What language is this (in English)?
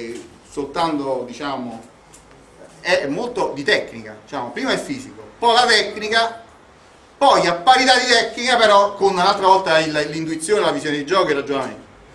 Italian